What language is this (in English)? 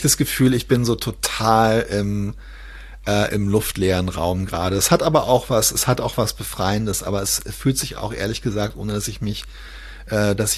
German